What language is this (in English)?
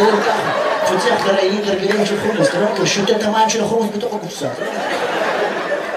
Hebrew